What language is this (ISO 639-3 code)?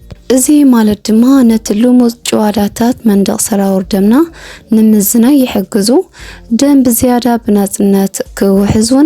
tir